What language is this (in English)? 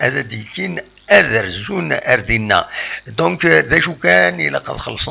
Kabyle